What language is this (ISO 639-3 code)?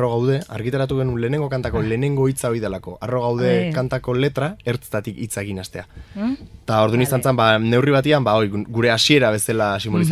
eus